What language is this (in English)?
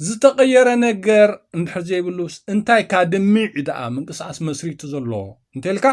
Tigrinya